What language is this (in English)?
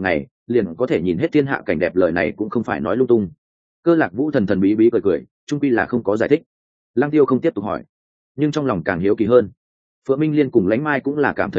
Vietnamese